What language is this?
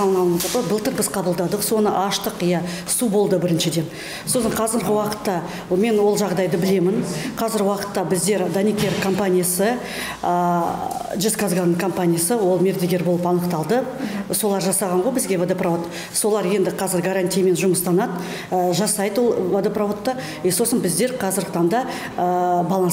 Kazakh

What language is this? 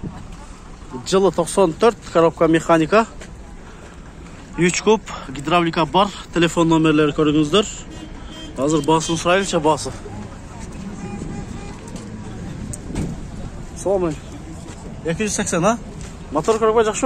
Kyrgyz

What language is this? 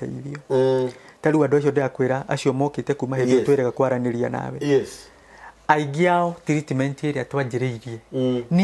Kikuyu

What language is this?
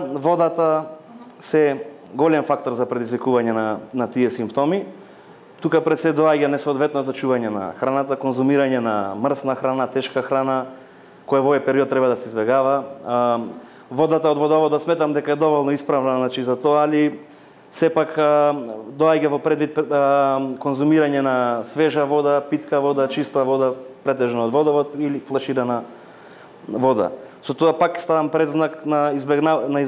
Macedonian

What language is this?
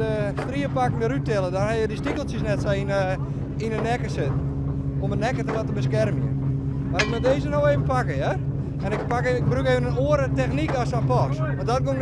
Western Frisian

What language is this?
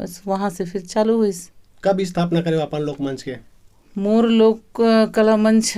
Chhattisgarhi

